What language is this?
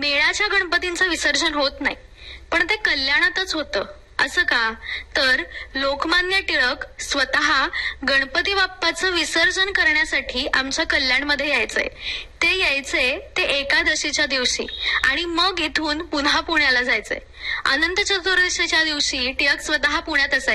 Marathi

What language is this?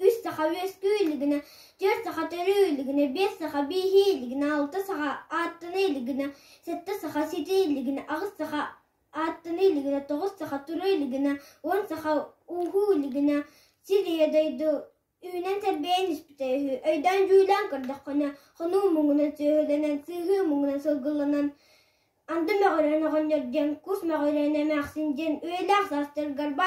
Yakut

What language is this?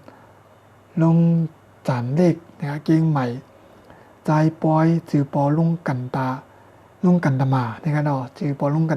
Shan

